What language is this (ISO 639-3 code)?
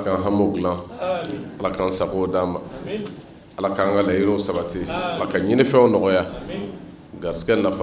bam